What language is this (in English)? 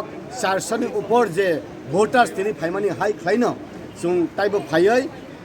Kok Borok